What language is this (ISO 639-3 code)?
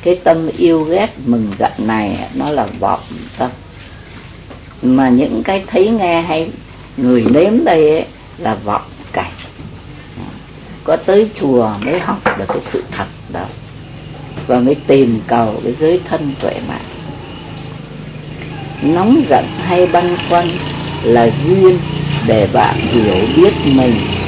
vie